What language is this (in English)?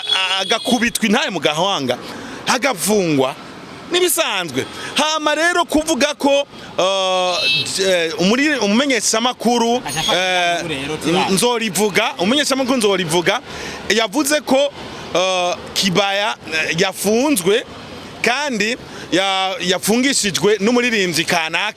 Rundi